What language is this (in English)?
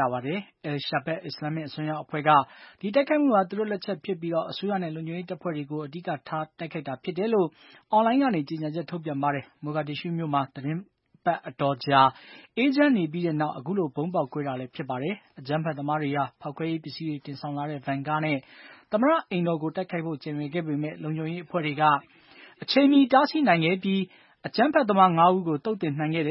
Burmese